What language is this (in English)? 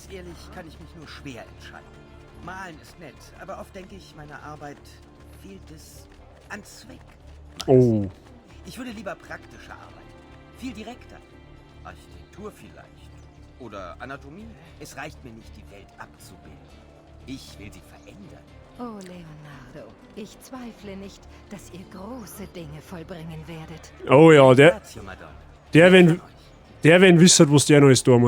Bavarian